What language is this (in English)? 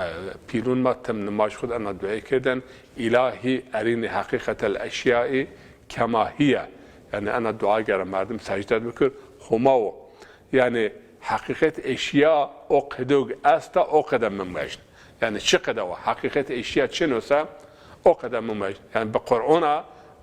Zaza